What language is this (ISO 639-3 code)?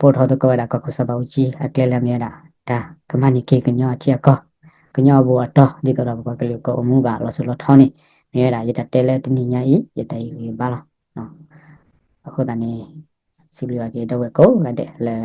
ksw